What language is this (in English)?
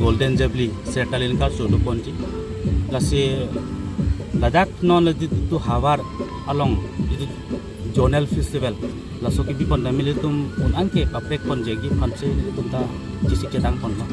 Karbi